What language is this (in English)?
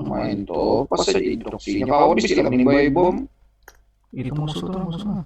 Banjar